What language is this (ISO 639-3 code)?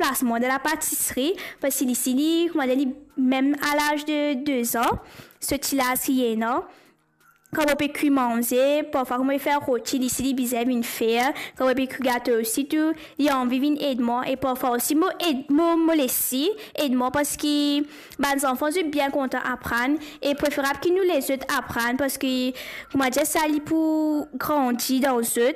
mfe